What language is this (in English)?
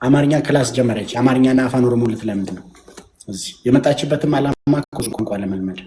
Amharic